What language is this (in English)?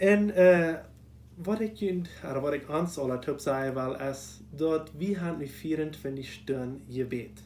Plautdietsch